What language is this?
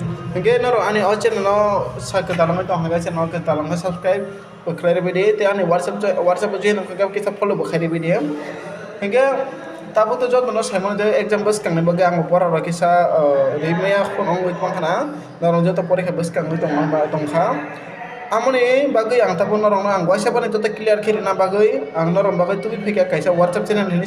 Kok Borok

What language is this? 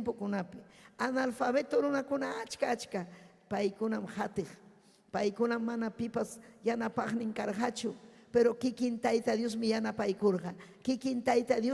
Ayacucho Quechua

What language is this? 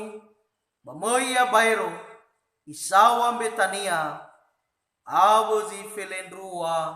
Nias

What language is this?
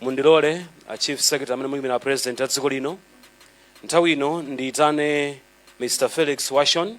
Nyanja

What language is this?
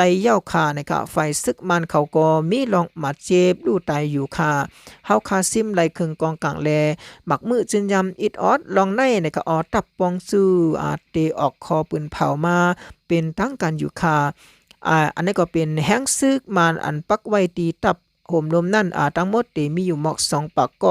Shan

